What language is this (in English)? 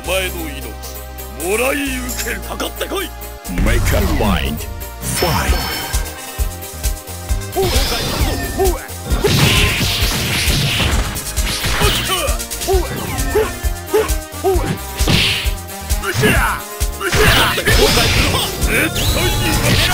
Japanese